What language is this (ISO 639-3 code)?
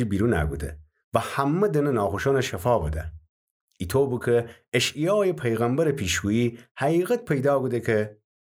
glk